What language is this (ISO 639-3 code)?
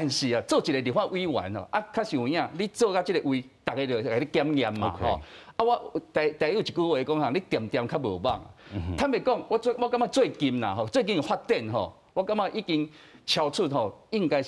nan